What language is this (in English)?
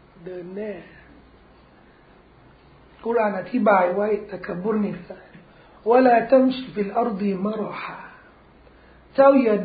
Thai